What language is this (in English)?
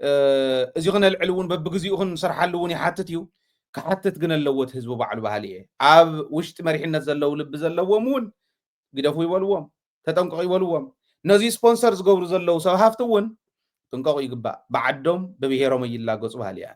Tigrinya